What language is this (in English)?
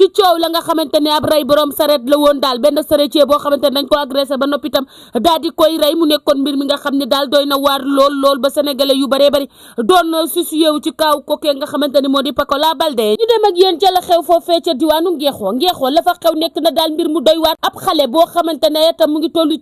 Wolof